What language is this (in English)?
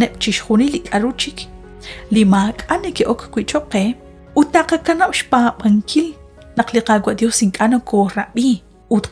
Kekchí